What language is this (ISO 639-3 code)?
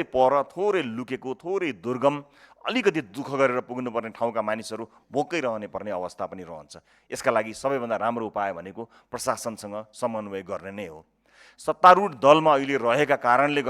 nep